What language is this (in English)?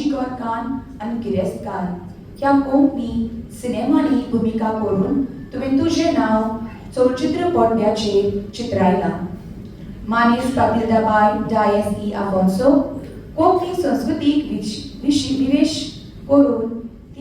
Konkani